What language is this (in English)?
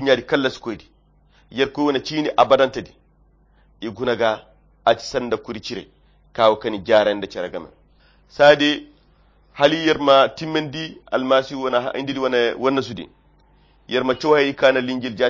Koyra Chiini